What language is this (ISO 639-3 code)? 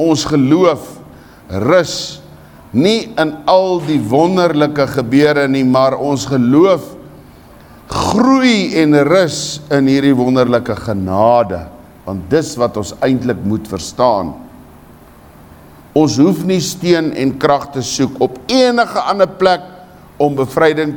afr